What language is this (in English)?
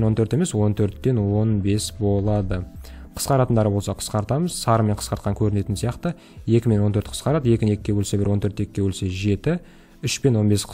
Kazakh